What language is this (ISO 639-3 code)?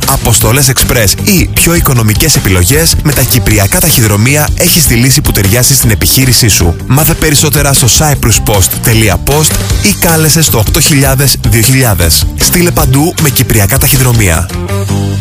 ell